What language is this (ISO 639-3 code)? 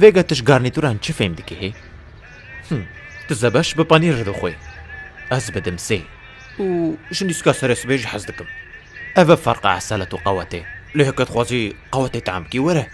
kur